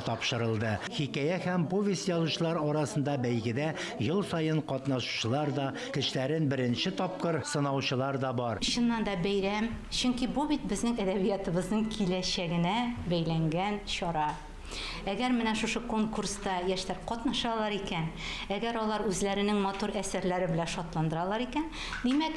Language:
Tatar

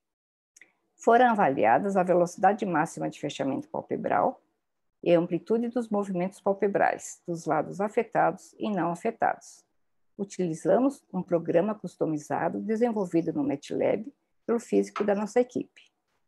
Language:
Portuguese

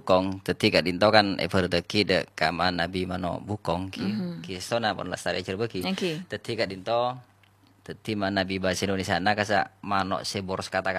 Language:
Madurese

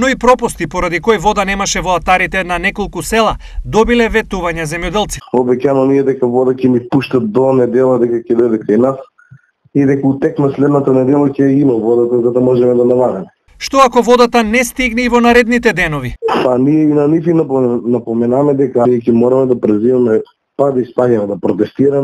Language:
Macedonian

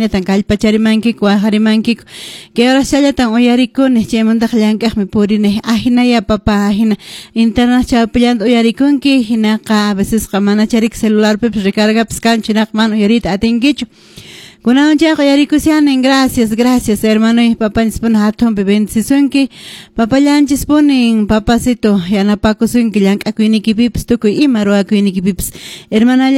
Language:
Quechua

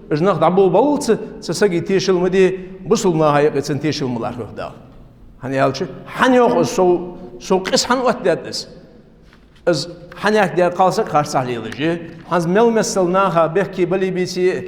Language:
Ingush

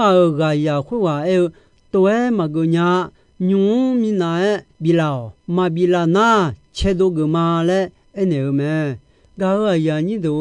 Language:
Akha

